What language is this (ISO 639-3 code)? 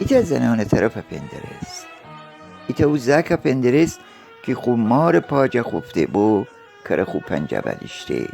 glk